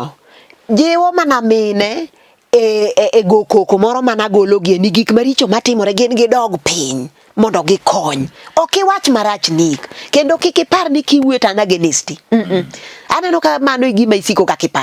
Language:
Luo (Kenya and Tanzania)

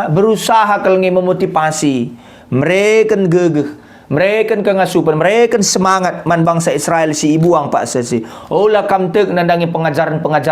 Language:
Batak Karo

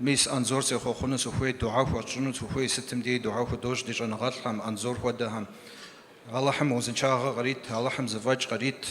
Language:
Kabardian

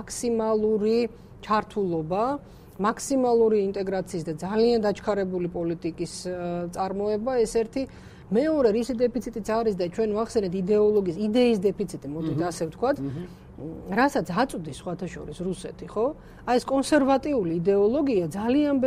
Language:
Georgian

